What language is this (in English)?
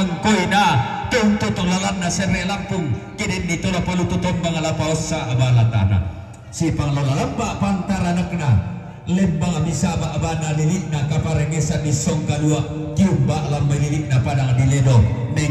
Toraja-Sa'dan